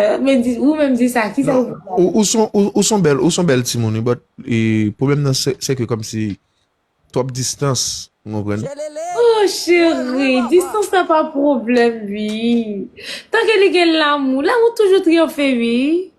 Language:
Haitian Creole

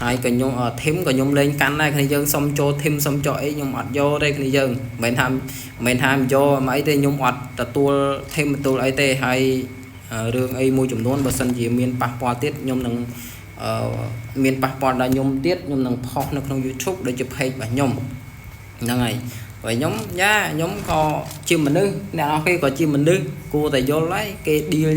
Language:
Khmer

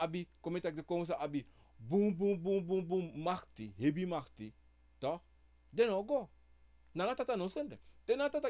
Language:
Sranan Tongo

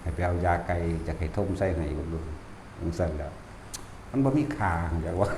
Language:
Northeastern Thai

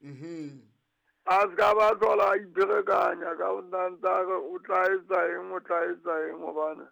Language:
Southern Sotho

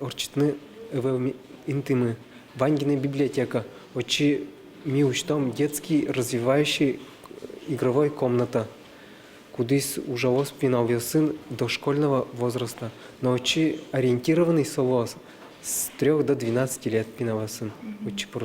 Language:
Udmurt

